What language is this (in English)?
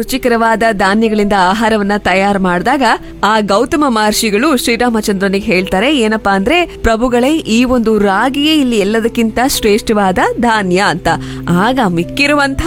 Kannada